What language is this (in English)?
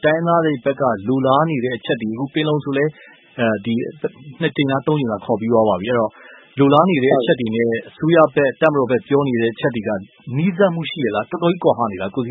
Burmese